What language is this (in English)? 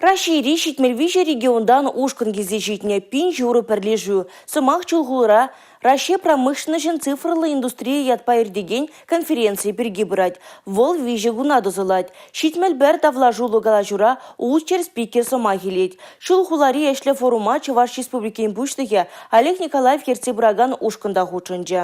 Chuvash